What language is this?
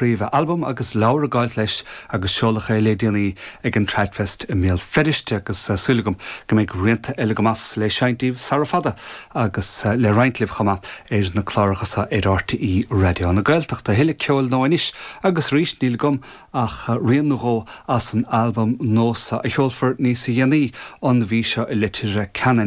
Irish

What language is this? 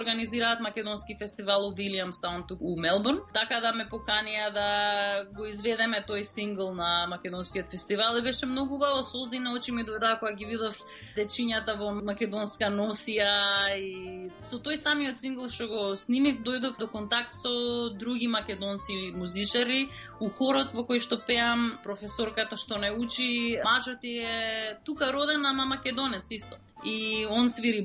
Macedonian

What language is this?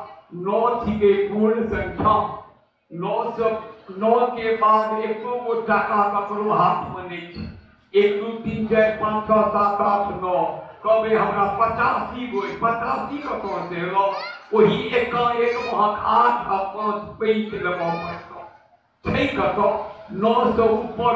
Maithili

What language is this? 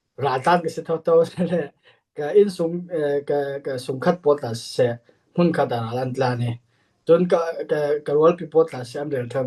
Falam Chin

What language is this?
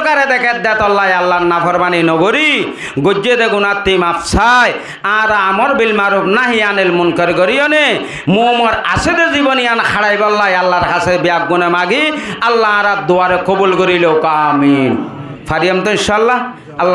Rohingya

